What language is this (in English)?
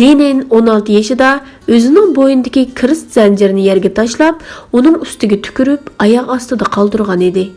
Uyghur